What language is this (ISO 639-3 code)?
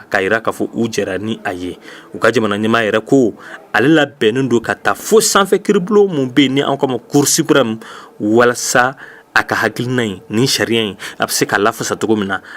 bam